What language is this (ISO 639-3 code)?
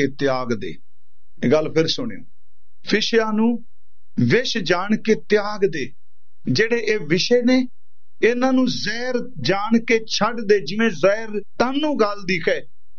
pan